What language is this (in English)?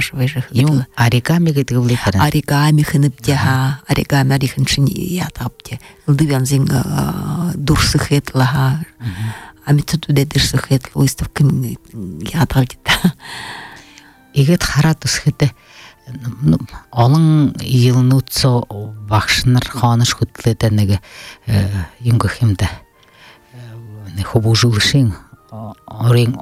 Buriat